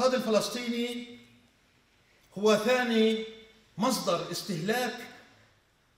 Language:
Arabic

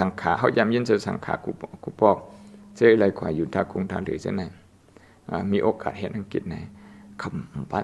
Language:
Shan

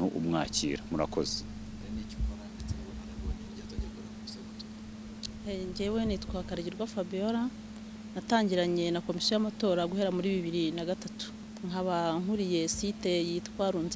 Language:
Kinyarwanda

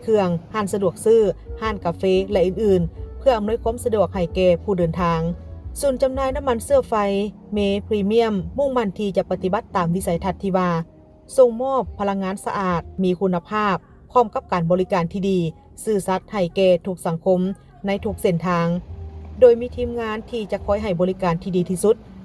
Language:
Lao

